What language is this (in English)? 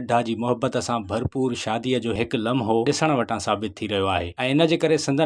Sindhi